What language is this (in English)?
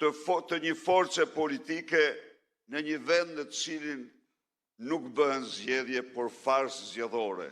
Albanian